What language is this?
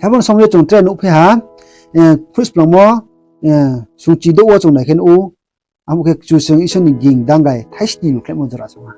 Riang (India)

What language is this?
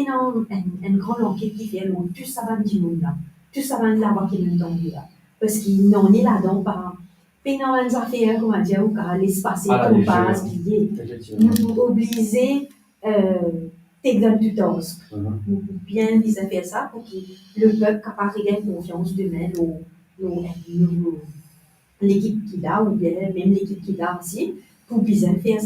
Morisyen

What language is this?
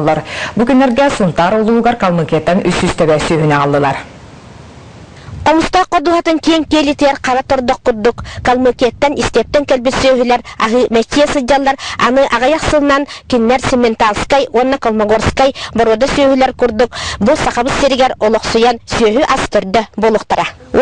Yakut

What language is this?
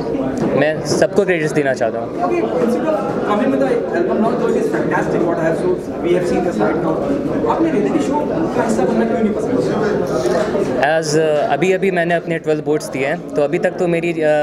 Hindi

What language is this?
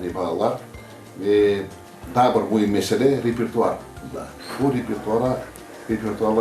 Crimean Tatar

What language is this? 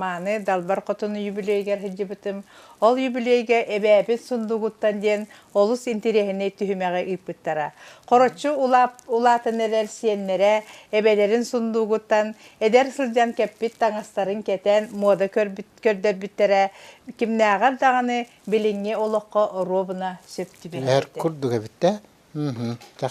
Yakut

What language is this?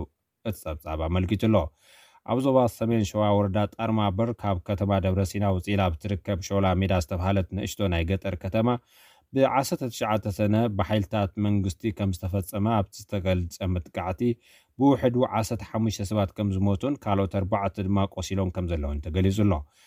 Tigrinya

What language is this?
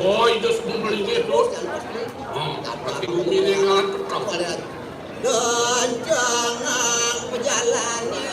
Balinese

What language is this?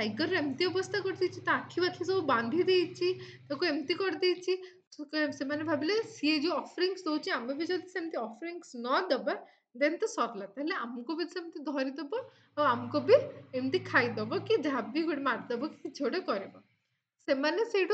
Odia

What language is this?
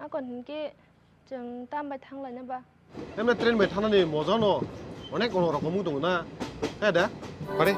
Kok Borok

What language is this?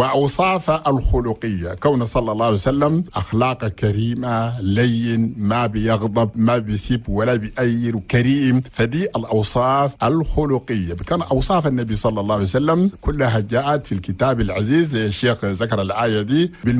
Chadian Arabic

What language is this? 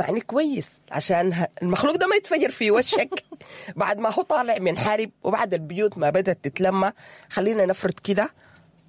Sudanese Arabic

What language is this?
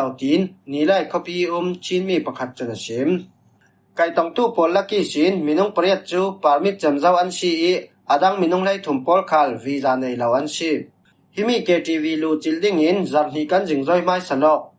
Falam Chin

